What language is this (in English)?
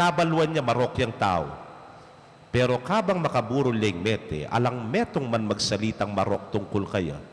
Pampanga